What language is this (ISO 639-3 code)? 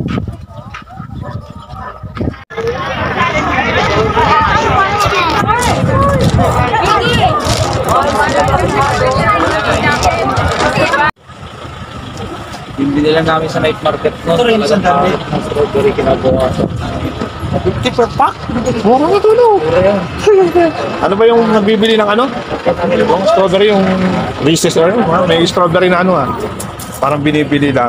fil